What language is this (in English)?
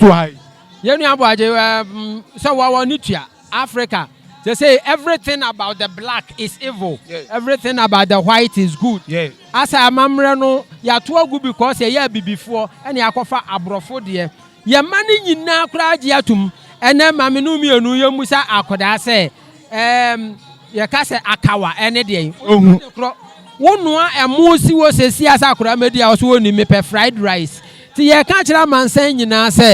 Akan